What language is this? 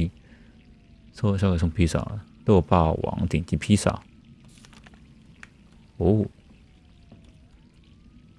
Chinese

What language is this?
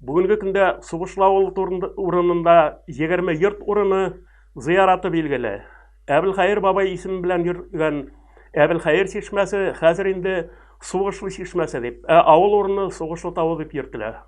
Tatar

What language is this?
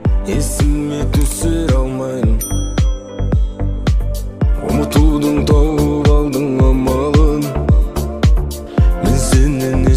Kazakh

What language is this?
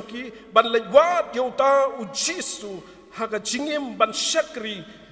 Khasi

